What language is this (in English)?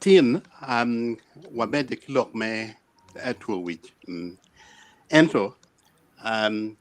Acoli